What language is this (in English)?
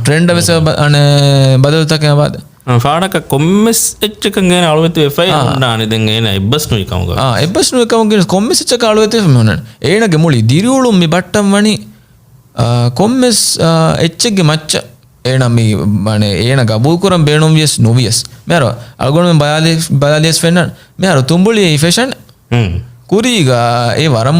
Divehi